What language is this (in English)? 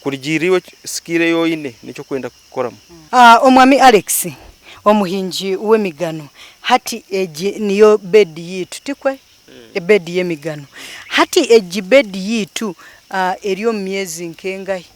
Nyankole